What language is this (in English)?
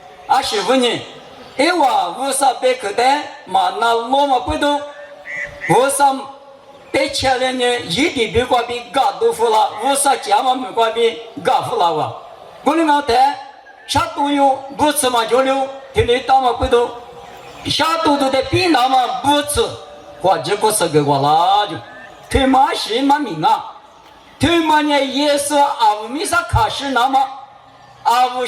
Lisu